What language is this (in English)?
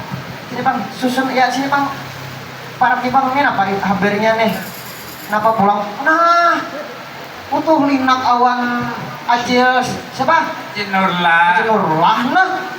Banjar